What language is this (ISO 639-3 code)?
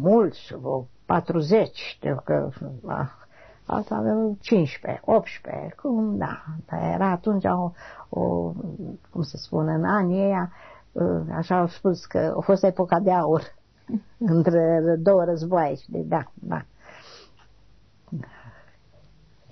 ron